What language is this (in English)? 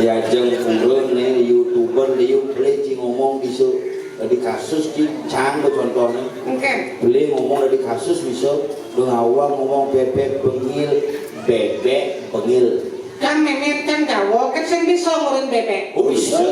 Balinese